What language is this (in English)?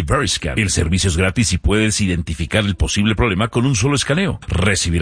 Spanish